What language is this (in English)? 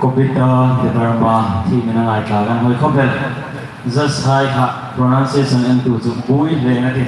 Hmar